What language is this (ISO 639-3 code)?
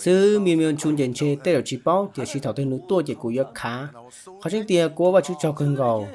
hmn